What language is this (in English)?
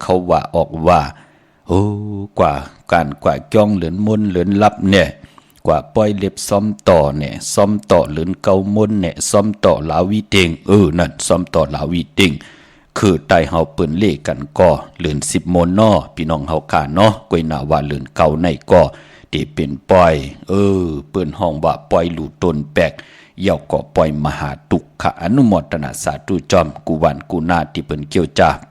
Shan